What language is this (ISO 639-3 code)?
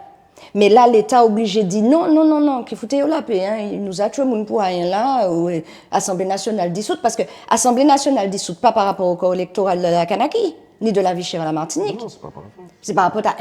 gcf